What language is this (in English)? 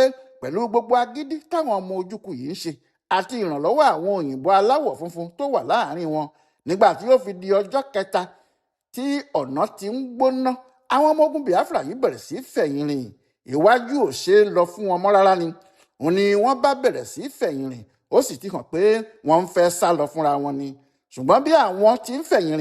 Yoruba